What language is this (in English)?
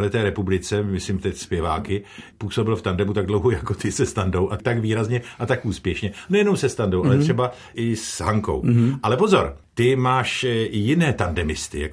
Czech